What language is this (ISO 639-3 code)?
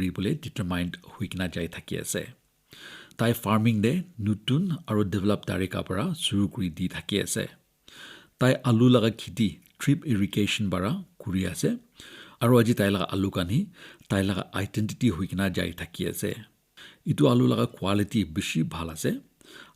nag